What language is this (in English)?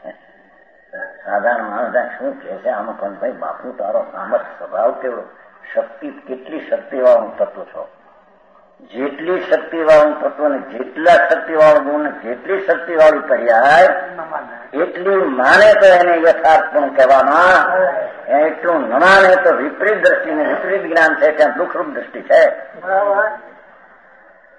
Gujarati